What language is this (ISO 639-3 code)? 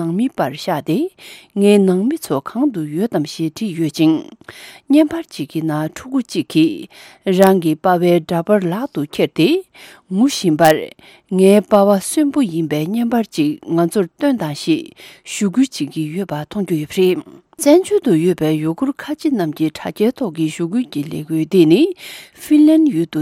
bod